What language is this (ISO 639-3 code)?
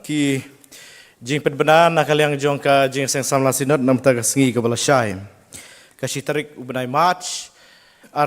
kha